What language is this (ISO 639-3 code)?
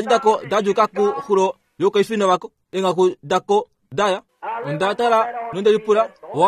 kua